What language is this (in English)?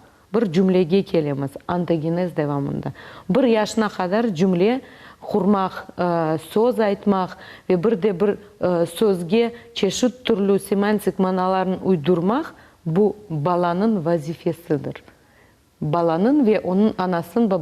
Crimean Tatar